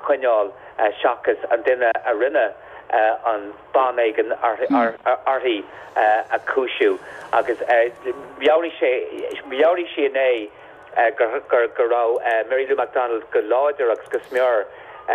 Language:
Irish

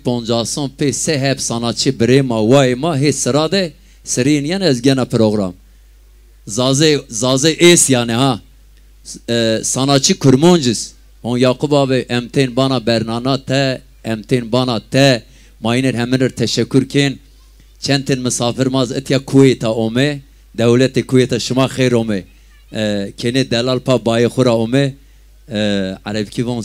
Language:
Zaza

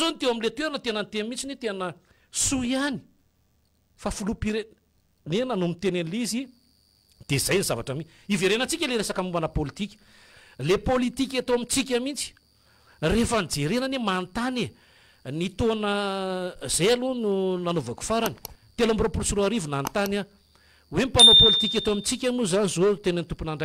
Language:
Malagasy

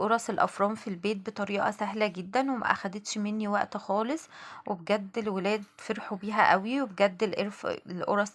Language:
Egyptian Arabic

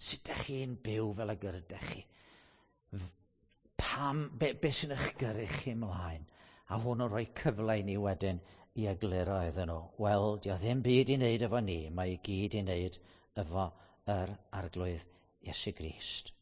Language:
Welsh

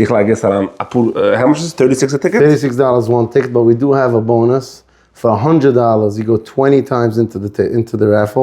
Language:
Yiddish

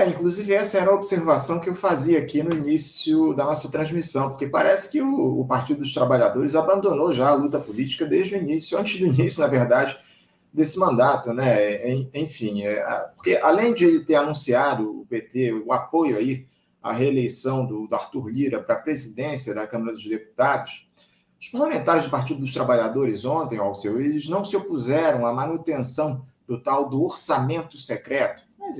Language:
Portuguese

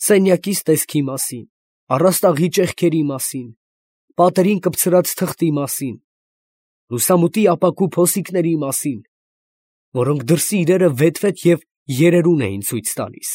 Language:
Armenian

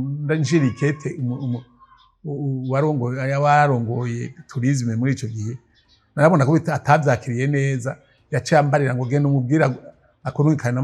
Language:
Rundi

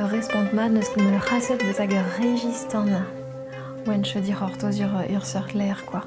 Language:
Breton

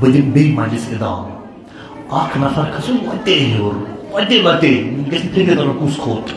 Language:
Kashmiri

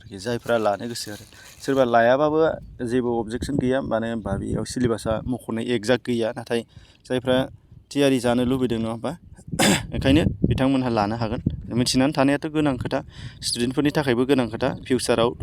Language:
Bodo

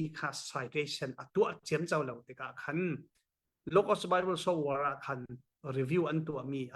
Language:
Falam Chin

